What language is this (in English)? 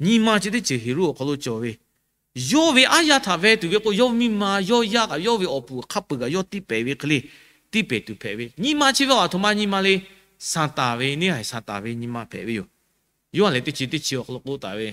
Lahu